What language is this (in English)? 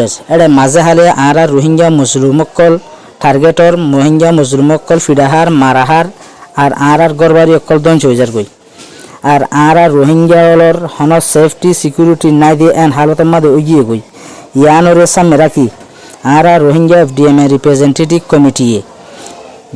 Rohingya